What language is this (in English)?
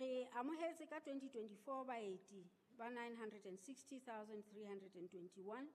Southern Sotho